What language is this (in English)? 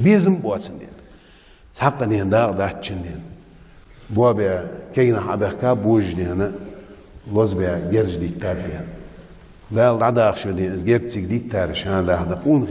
Ingush